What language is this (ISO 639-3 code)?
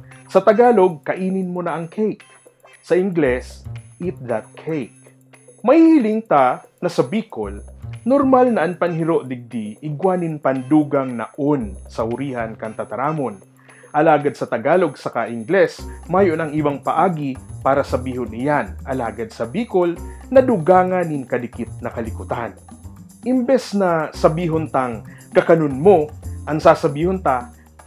bik